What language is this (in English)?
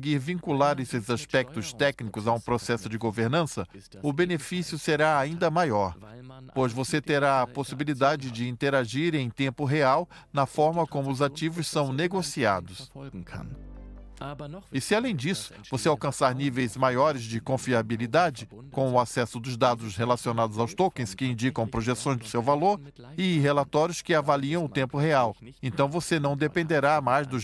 Portuguese